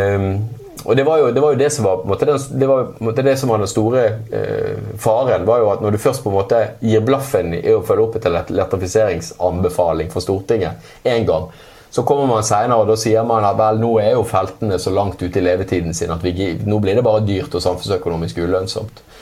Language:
Norwegian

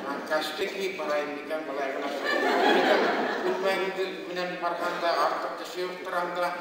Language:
Bashkir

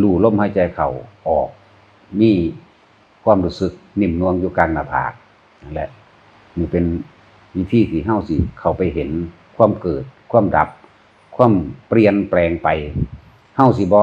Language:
Northeastern Thai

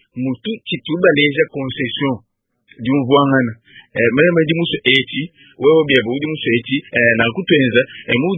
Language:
Luba-Lulua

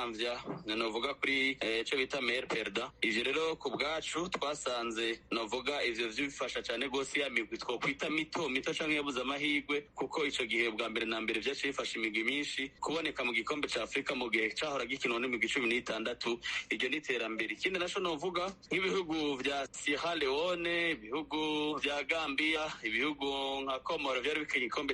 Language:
Rundi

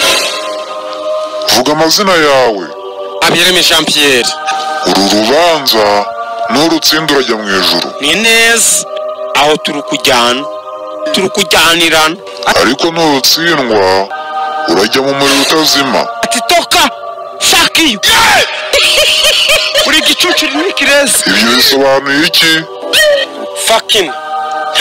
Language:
Kinyarwanda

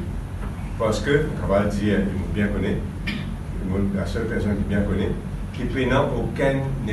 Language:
Morisyen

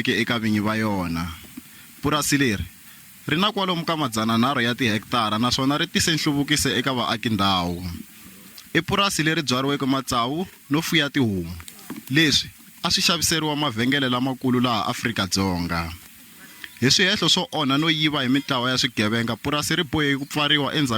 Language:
Tsonga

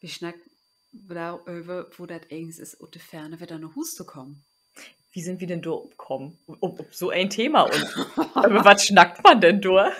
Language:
Low German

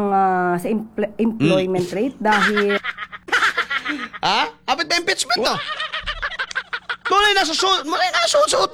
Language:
Cebuano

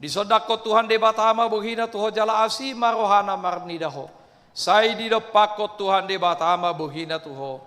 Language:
Batak Toba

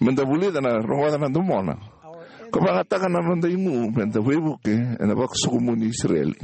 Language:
Fijian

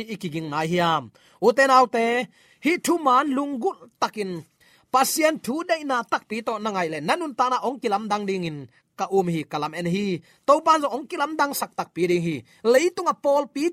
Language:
Tedim Chin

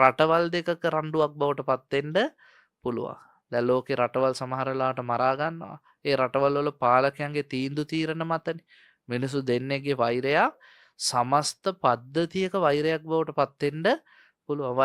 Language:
Sinhala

